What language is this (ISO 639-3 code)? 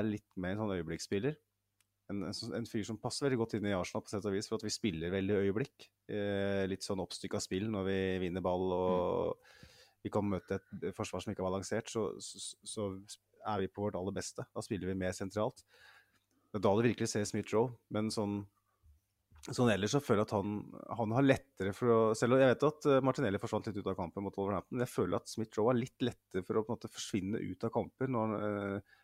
nor